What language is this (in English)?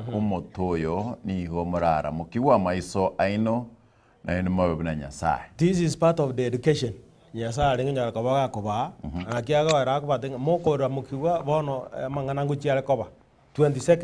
Gusii